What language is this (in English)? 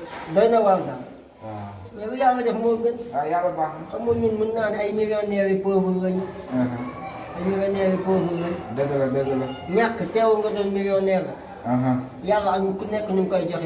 Wolof